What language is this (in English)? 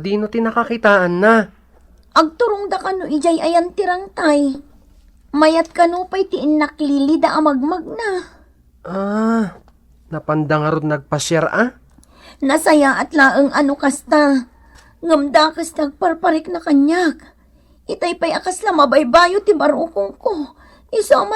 Iloko